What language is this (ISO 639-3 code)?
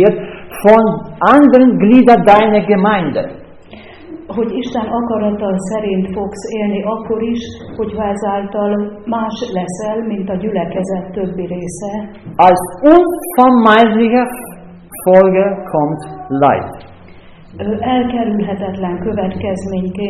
hun